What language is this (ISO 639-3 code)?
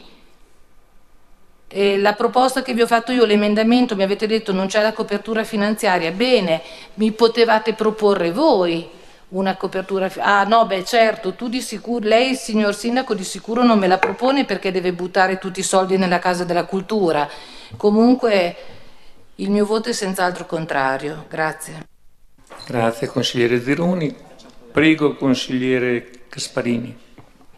ita